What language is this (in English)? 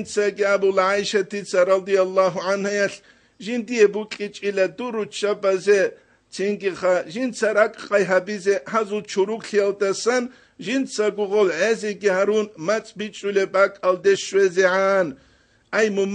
Avaric